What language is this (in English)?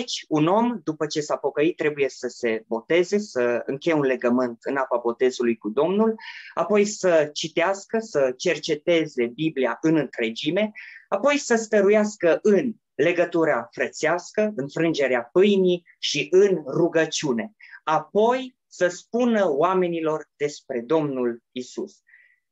Romanian